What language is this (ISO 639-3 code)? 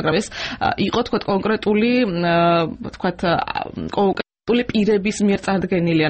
kat